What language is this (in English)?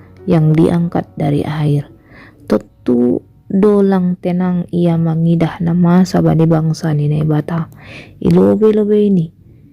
Batak Simalungun